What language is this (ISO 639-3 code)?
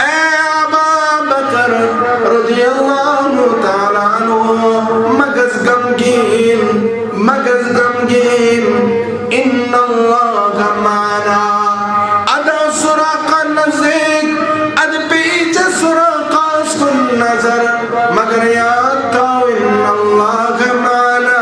kas